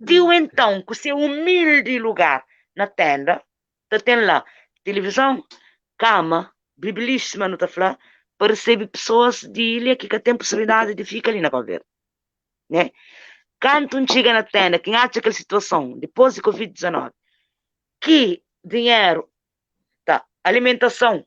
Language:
Kabuverdianu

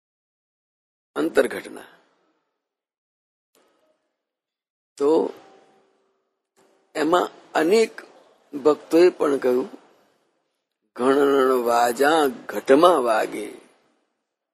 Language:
Gujarati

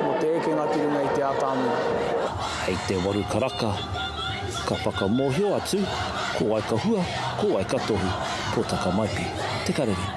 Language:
Māori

